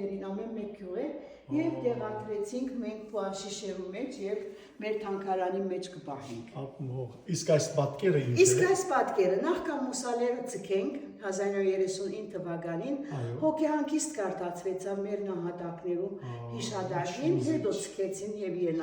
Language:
Western Armenian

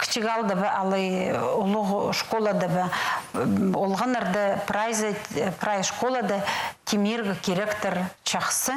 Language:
Khakas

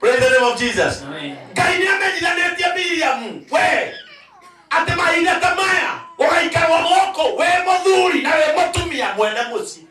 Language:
Kikuyu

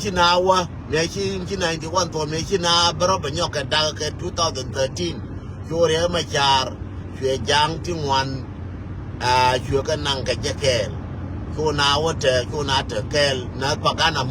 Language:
Nuer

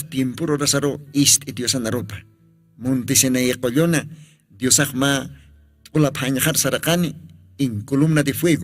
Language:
Aymara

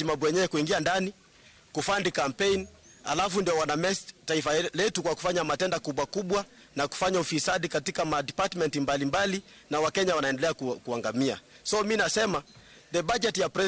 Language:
Luo (Kenya and Tanzania)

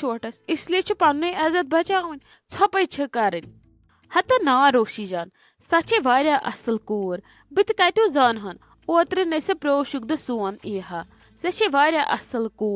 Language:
Kashmiri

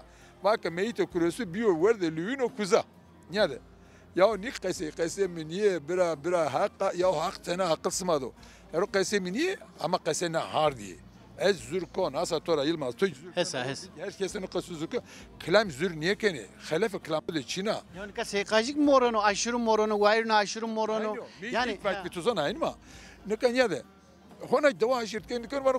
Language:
Zaza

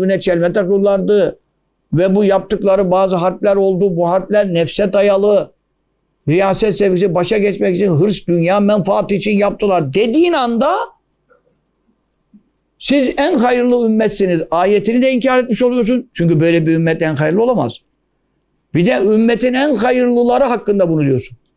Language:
Turkish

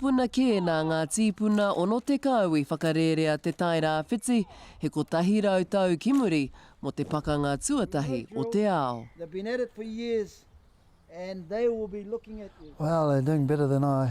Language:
Māori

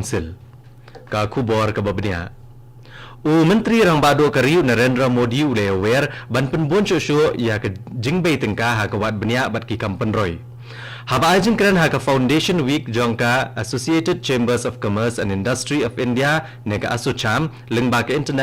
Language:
Khasi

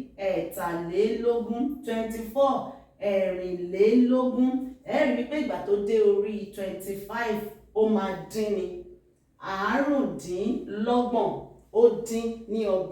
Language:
Yoruba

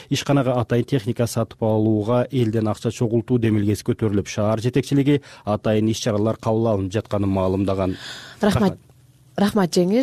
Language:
Kyrgyz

